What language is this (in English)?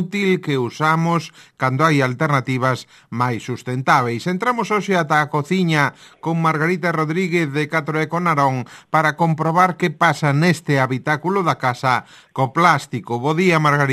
Galician